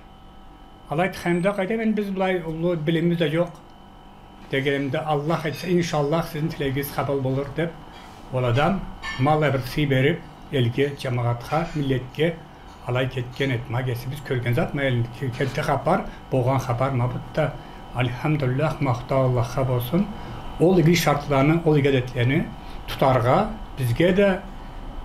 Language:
Karachay-Balkar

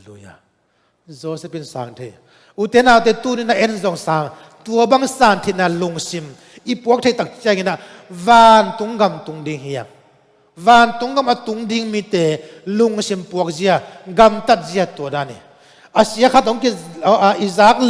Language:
Tedim Chin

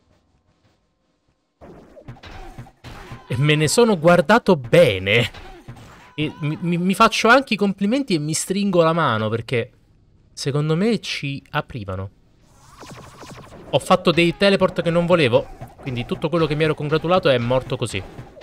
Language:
Italian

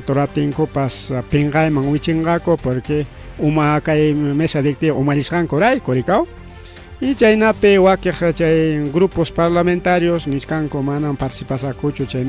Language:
Ayacucho Quechua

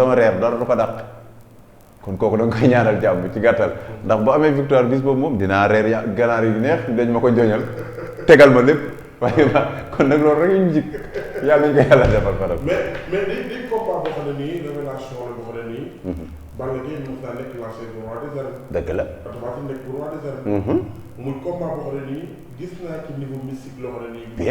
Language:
Wolof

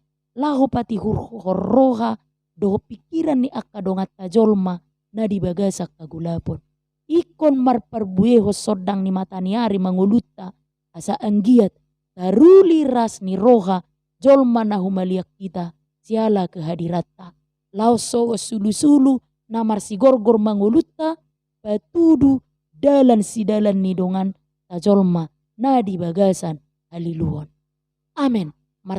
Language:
Batak Toba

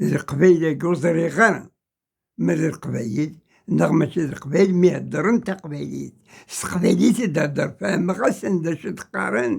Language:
Kabyle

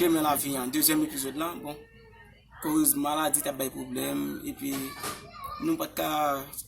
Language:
Haitian Creole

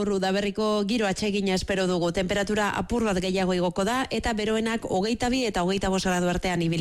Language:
Basque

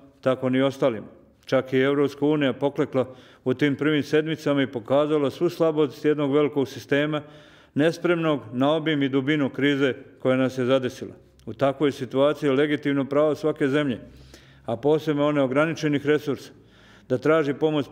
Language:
Bosnian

